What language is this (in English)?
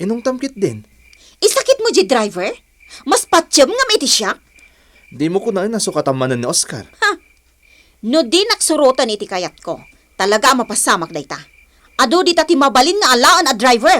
Iloko